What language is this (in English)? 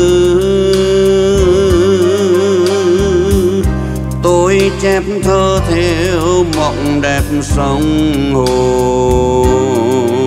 Vietnamese